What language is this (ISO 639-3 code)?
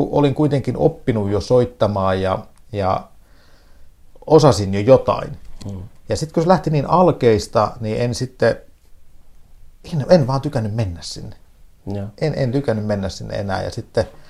fin